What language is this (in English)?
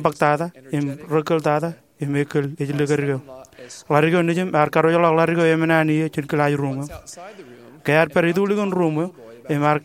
Marshallese